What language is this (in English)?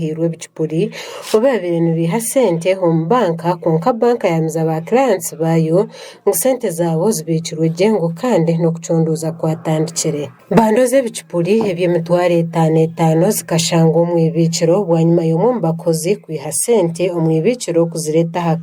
Nyankole